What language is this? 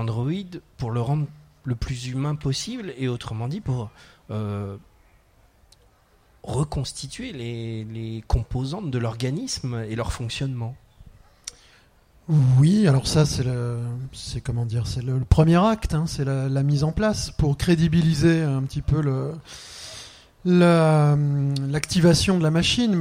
French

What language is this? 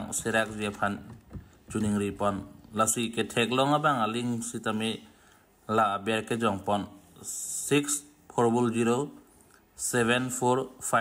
Karbi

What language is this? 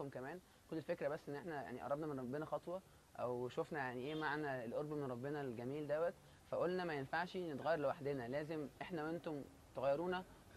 Egyptian Arabic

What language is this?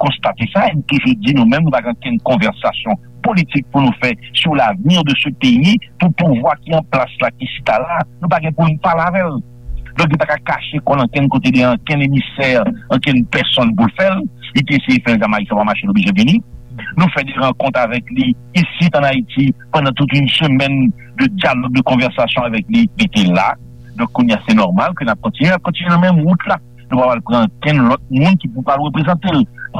Haitian Creole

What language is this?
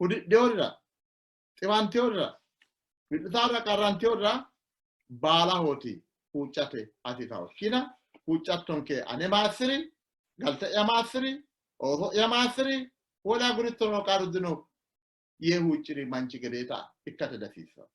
Sidamo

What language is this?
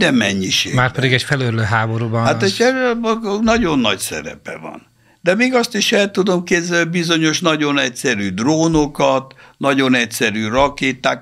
Hungarian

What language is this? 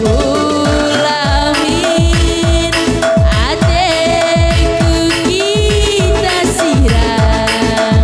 Batak Karo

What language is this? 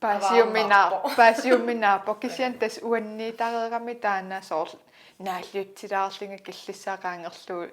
Kalaallisut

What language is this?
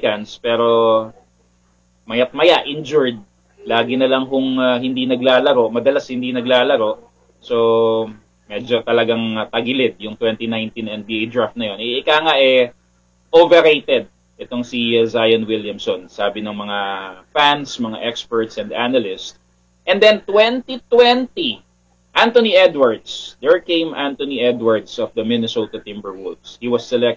Filipino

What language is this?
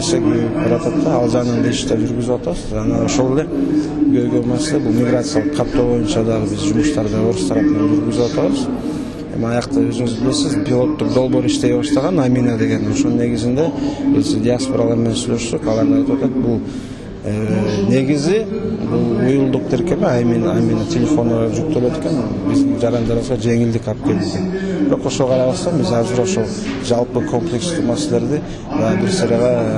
Kyrgyz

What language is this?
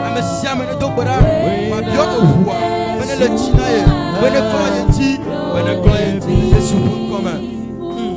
Ewe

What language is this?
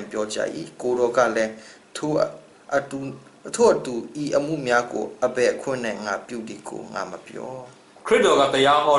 Burmese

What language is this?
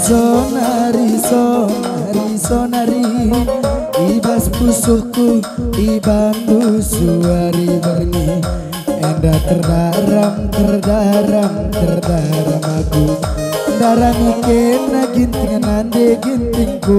Batak Karo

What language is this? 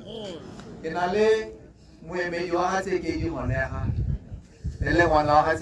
Tswana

